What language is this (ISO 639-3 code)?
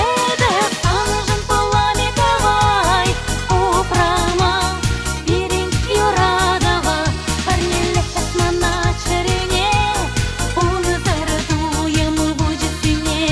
chv